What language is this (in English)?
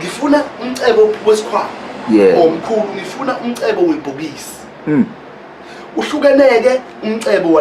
Zulu